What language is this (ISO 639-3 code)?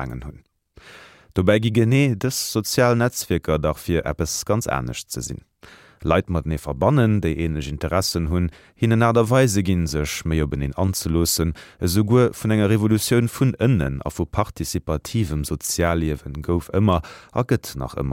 ltz